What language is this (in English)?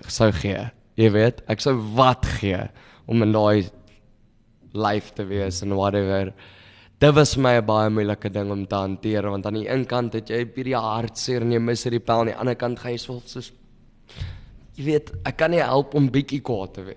Afrikaans